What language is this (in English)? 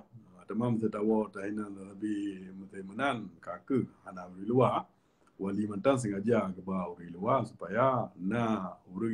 Achinese